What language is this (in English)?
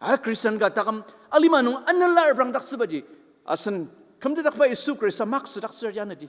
Ao Naga